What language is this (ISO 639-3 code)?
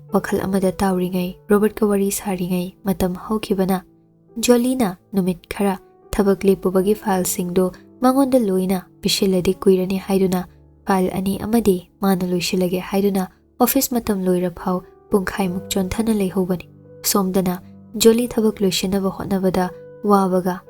mni